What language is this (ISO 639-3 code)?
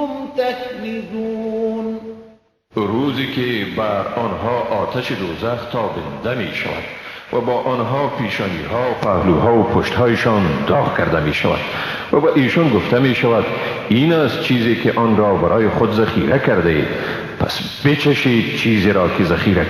fas